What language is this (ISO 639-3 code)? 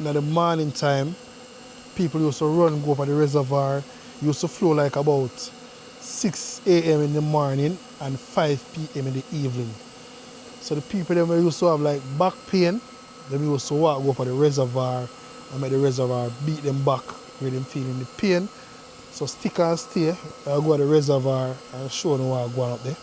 jam